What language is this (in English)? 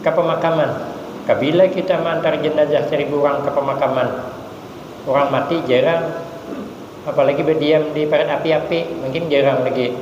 Banjar